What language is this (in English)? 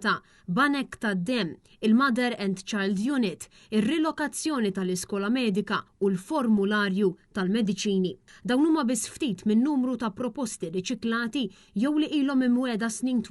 Maltese